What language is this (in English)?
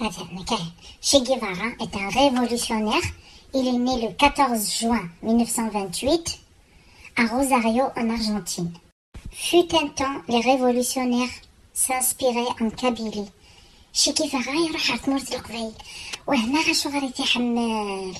Kabyle